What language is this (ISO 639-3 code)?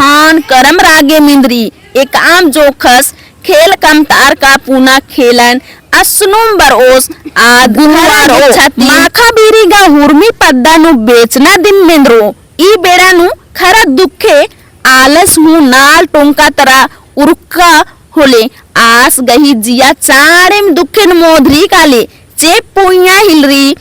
kru